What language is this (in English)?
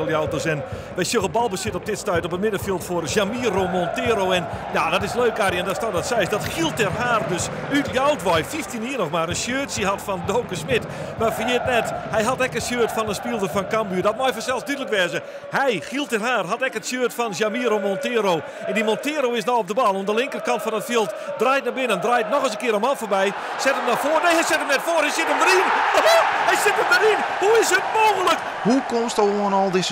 Western Frisian